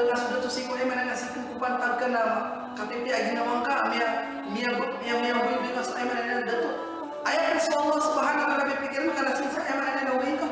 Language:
Maranao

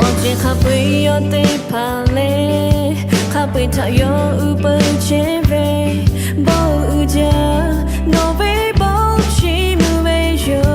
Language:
Lahu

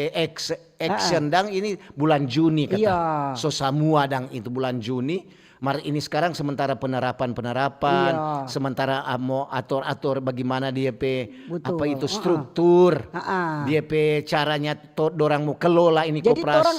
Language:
Manado Malay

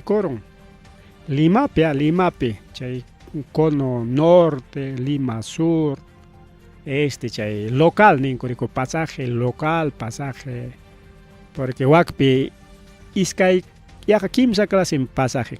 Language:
Ayacucho Quechua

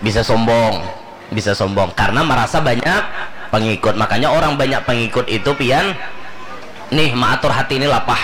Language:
Banjar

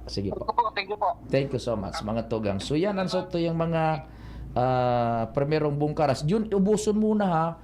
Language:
Bikol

